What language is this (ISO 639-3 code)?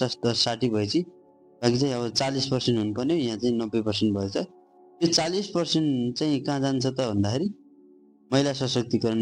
nep